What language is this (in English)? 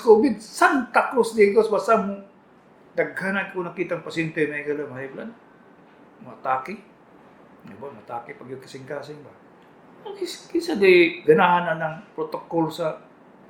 Cebuano